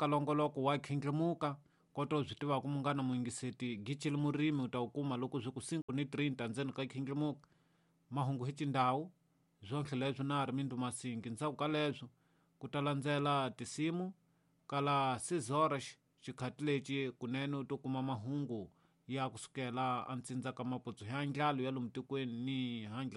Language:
Tsonga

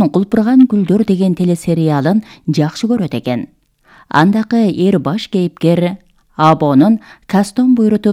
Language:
Kyrgyz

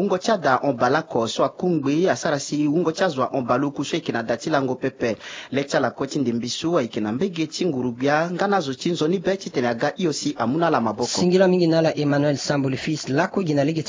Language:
Sango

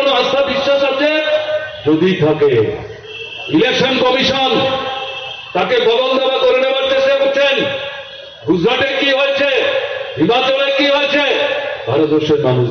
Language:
Bangla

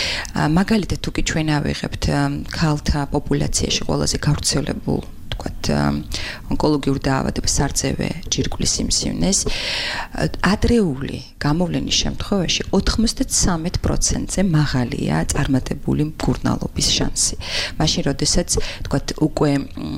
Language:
Georgian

